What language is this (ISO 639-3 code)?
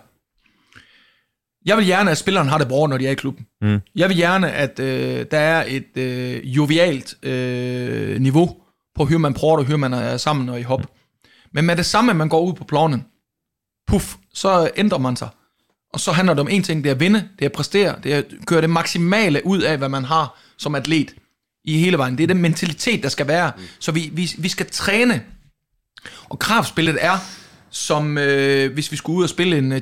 dan